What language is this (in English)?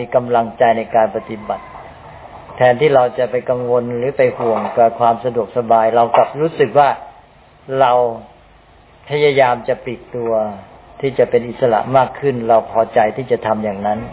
Thai